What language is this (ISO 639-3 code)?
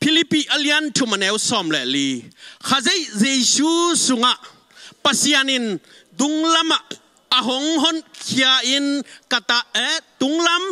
ctd